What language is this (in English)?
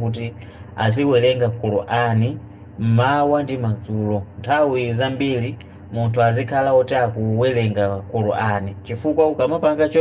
Nyanja